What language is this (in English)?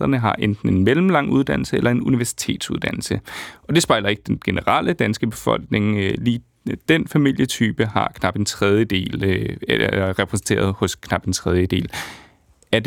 Danish